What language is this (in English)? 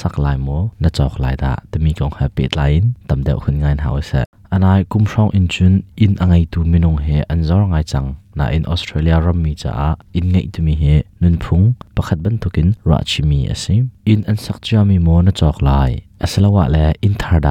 Hakha Chin